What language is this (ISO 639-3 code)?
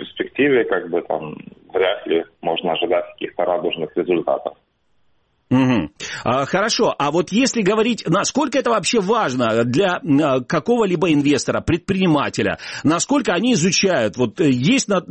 rus